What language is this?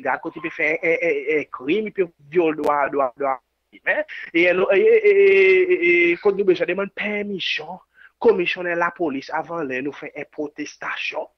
Seselwa Creole French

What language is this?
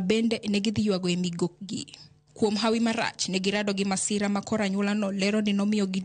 Luo (Kenya and Tanzania)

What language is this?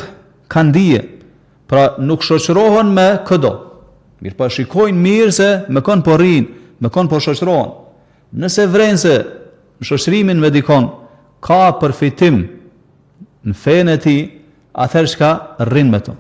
Albanian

